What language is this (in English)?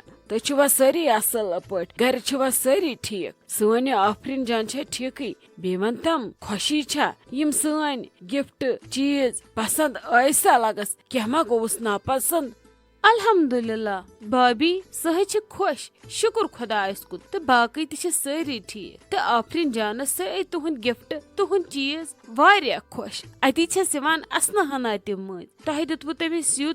Kashmiri